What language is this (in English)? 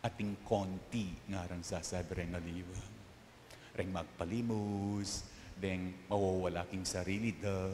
Pampanga